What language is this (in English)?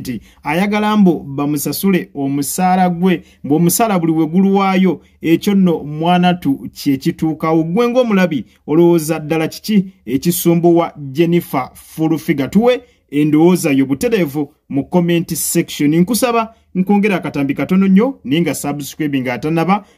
Ganda